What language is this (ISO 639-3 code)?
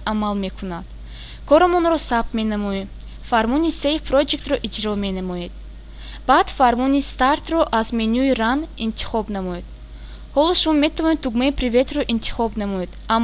tgk